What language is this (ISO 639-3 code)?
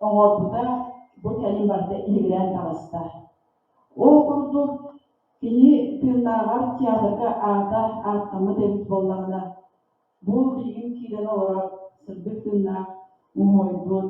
sah